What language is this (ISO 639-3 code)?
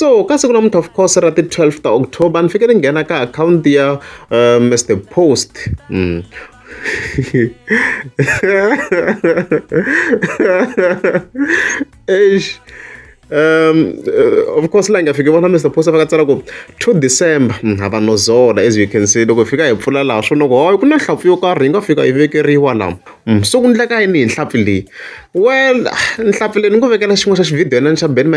tso